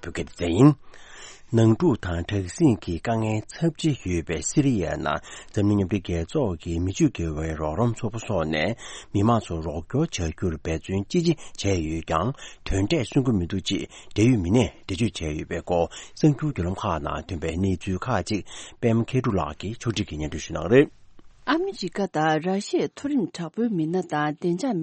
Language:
Tibetan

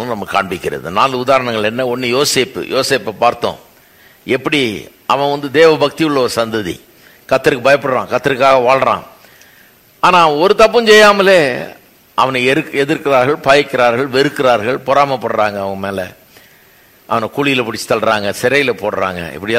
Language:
Tamil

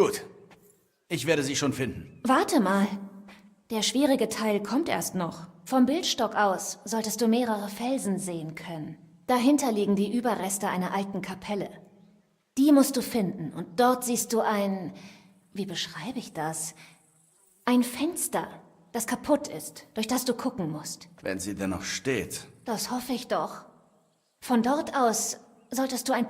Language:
Bavarian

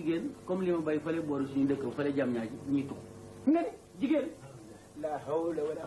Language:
Wolof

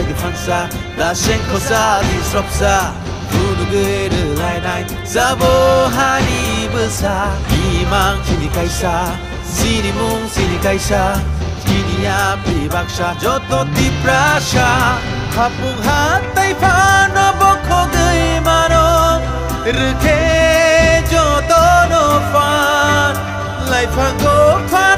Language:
Kok Borok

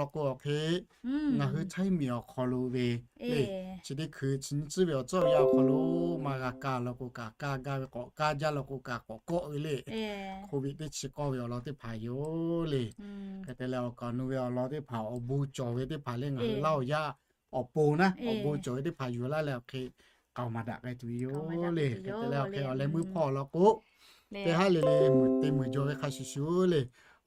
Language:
Lahu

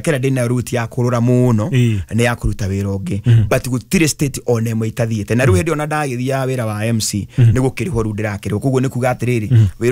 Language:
Kikuyu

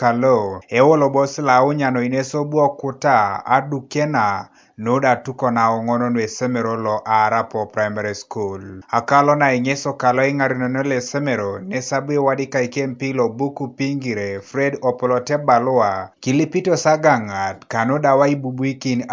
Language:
Teso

